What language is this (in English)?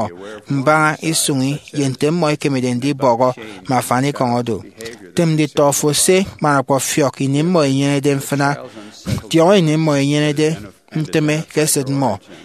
Efik